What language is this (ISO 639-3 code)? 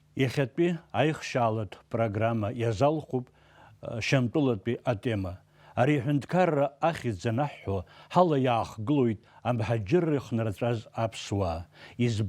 abk